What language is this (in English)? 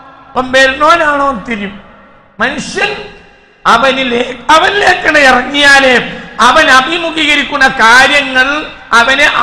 Malayalam